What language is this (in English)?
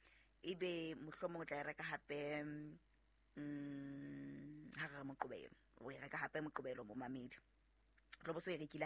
Southern Sotho